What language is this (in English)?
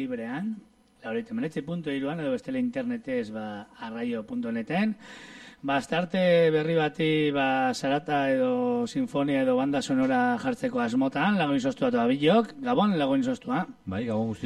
Basque